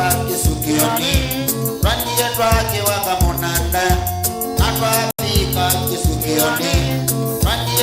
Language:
Kamba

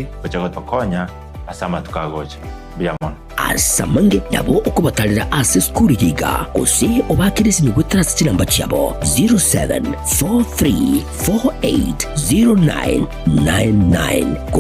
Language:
Gusii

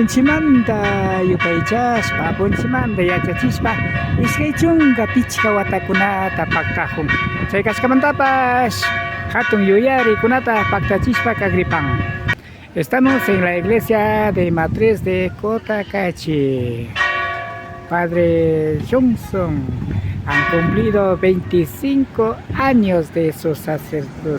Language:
Imbabura Highland Quichua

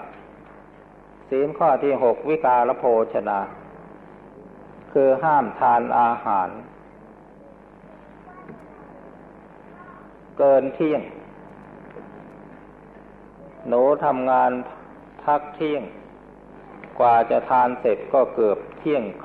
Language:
Thai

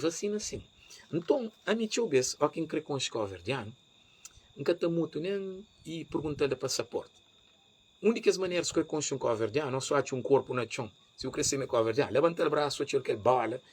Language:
Kabuverdianu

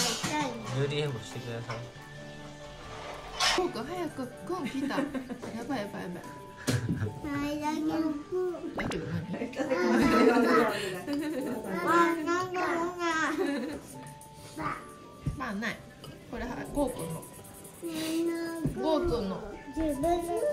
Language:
Japanese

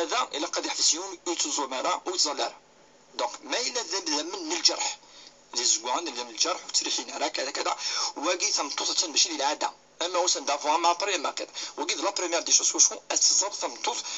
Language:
Kabyle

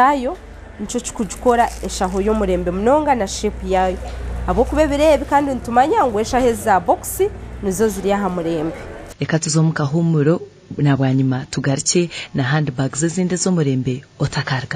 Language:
Nyankole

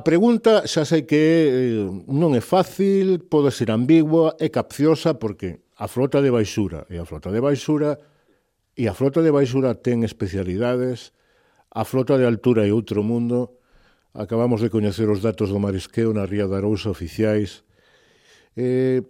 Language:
Galician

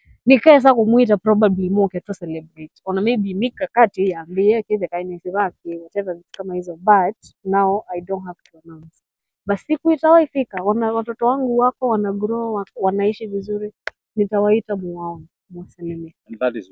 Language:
Swahili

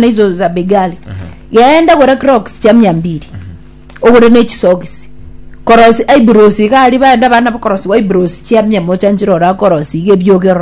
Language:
Gusii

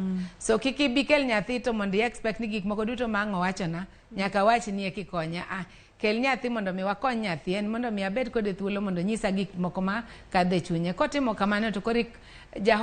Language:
Luo (Kenya and Tanzania)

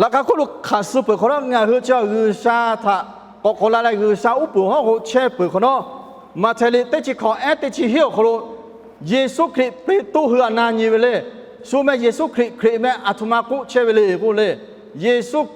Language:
Lahu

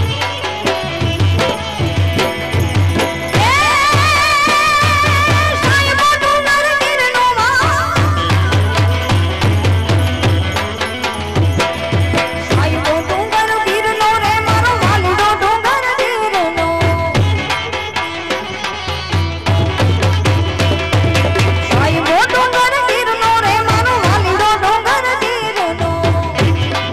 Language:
Gujarati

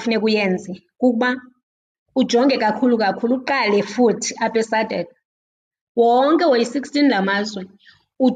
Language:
Xhosa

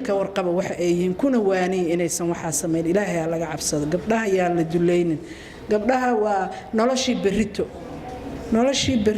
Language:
Somali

